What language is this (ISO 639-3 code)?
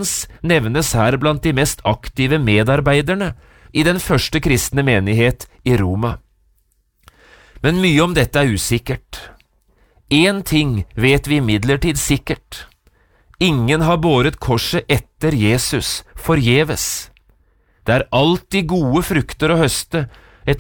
nor